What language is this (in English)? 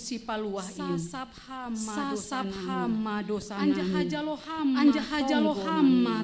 Batak Simalungun